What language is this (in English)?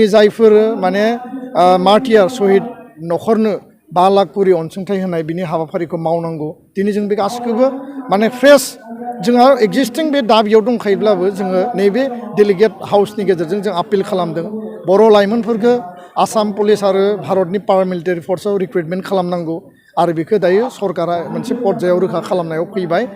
Bodo